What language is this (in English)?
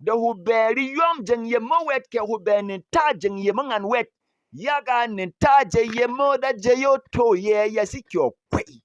Berom